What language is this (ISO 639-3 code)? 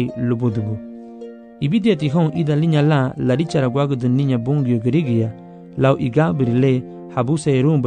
cab